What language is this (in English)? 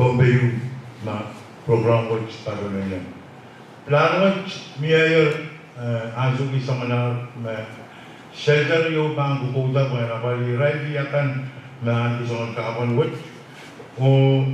Pohnpeian